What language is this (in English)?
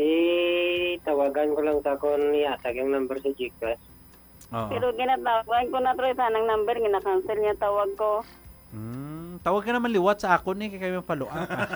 Hiligaynon